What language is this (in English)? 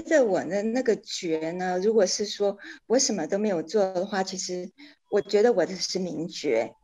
Chinese